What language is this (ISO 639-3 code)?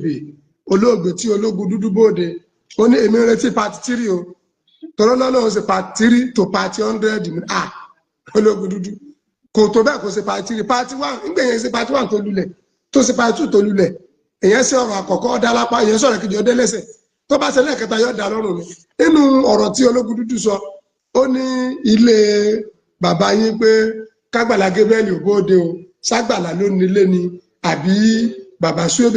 yor